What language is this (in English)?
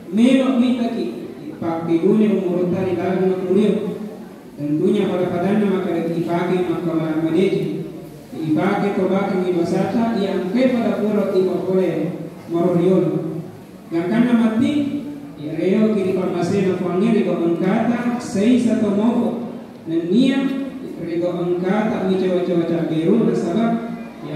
Buginese